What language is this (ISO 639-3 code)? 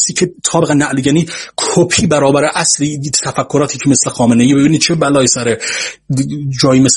fas